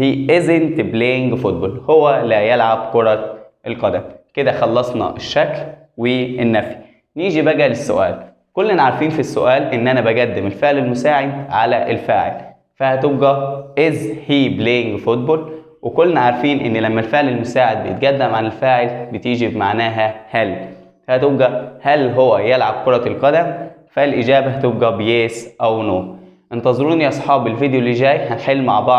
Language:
Egyptian Arabic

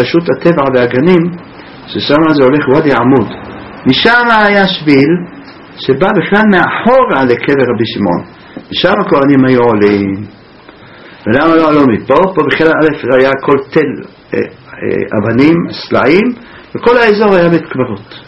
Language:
Hebrew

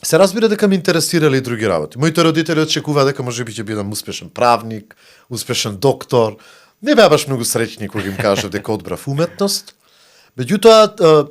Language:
Macedonian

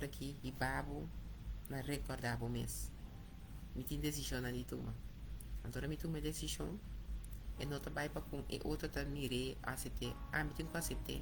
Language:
Papiamento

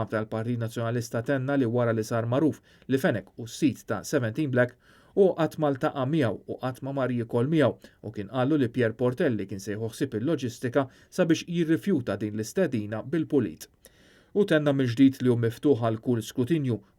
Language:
Maltese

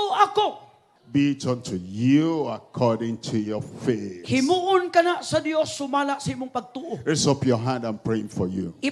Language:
Cebuano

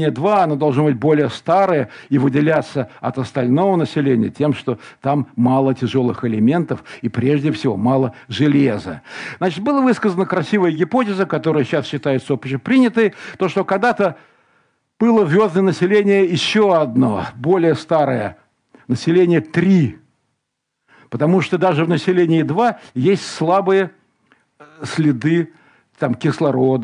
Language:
Russian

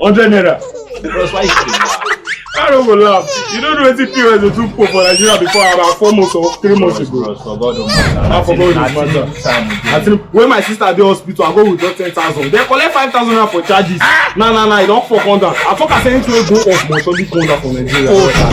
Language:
Nigerian Pidgin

